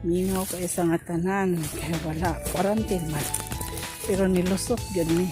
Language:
Cebuano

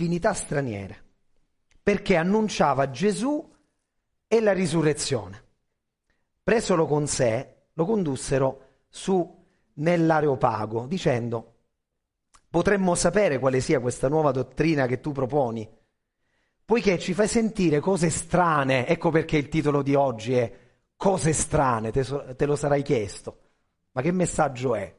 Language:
Italian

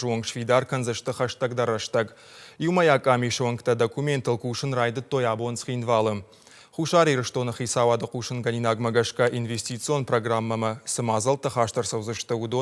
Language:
Ossetic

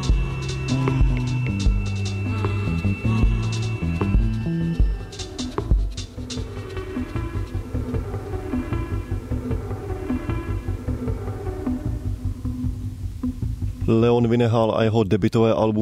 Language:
Czech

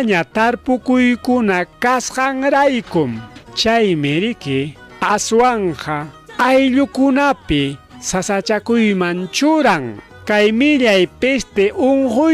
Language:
Ayacucho Quechua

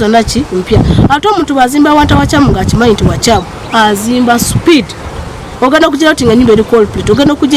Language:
Ganda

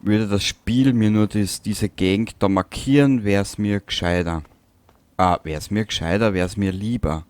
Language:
Bavarian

